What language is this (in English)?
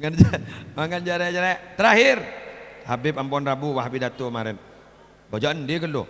Madurese